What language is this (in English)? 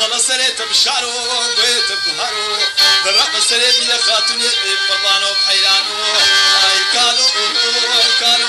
Kurdish